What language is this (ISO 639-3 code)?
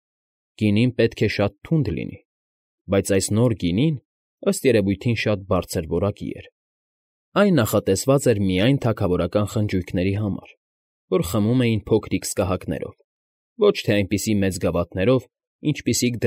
hye